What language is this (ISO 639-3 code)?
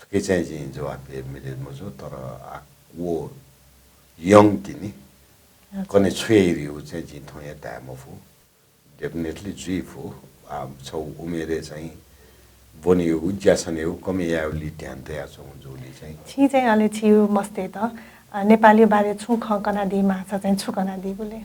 new